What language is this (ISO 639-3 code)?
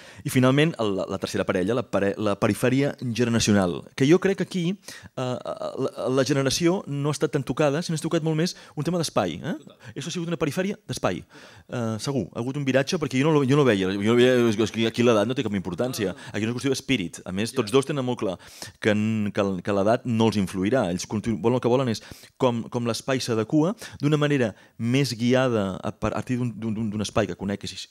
cat